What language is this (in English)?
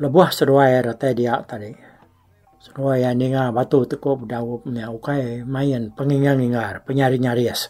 Iban